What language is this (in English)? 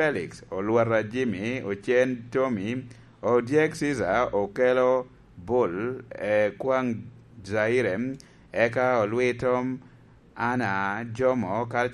Lango (Uganda)